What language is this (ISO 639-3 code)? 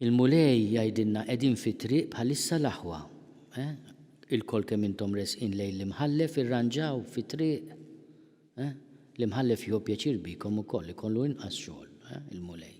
mlt